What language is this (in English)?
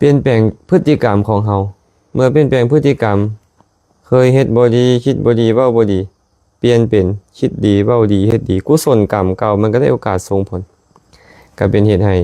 Lao